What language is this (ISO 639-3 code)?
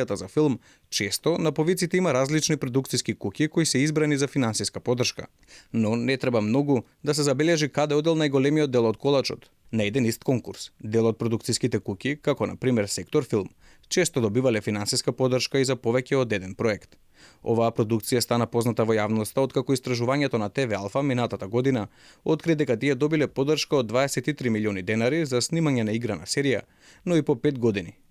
mkd